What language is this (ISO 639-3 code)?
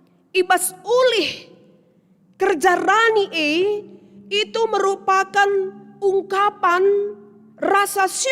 btx